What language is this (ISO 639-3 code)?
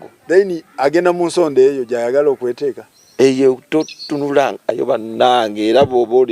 lug